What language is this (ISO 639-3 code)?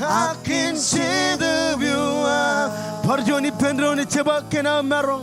mah